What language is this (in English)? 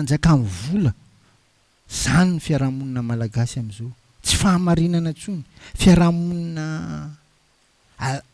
Malagasy